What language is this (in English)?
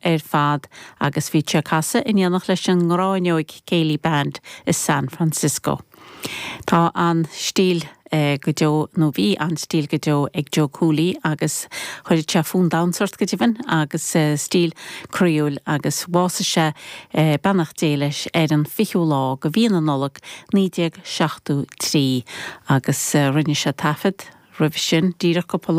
Irish